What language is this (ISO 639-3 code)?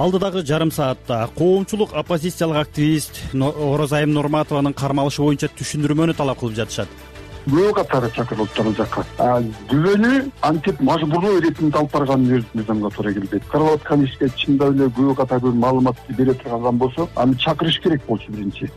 kir